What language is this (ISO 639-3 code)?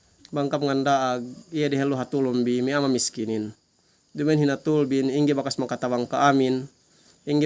yka